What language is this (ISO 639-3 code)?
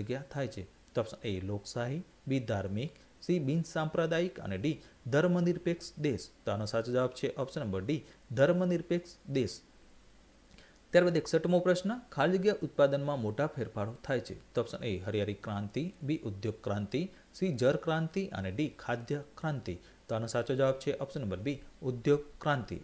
guj